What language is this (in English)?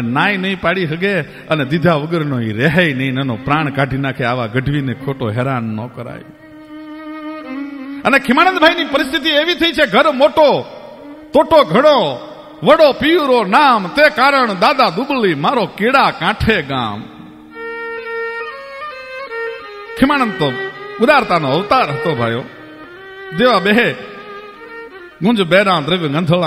Gujarati